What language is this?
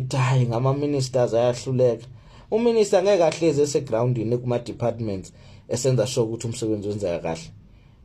Zulu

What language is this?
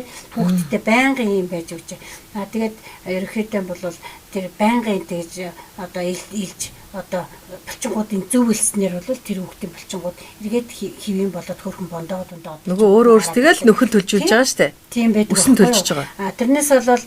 Mongolian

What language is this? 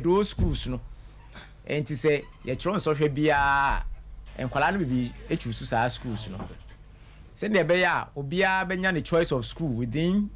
Akan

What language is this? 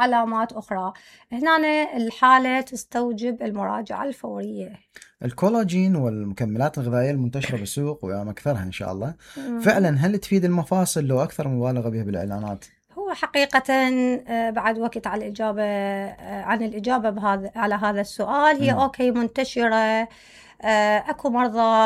Mesopotamian Arabic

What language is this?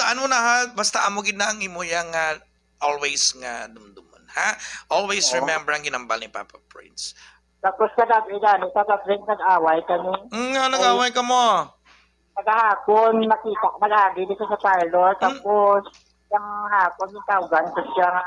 Hiligaynon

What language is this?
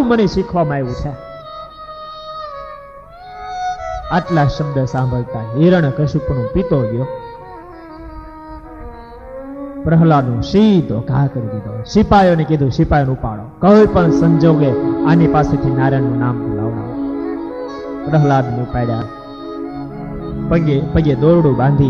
Gujarati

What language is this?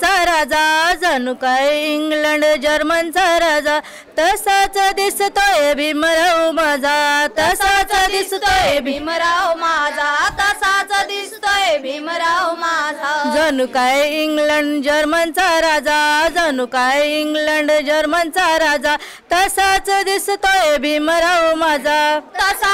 Marathi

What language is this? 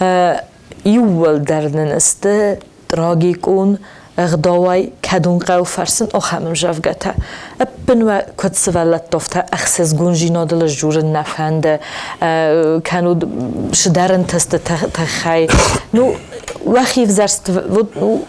Ossetic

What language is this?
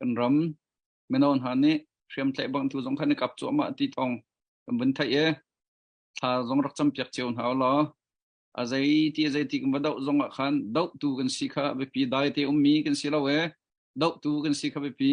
Hakha Chin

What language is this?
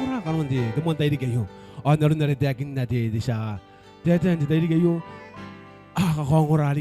Gilbertese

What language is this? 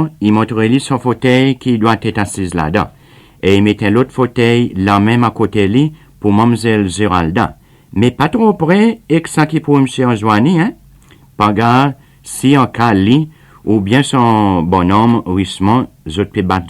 Seselwa Creole French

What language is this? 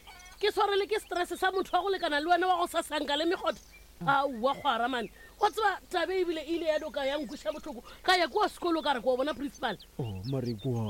Northern Sotho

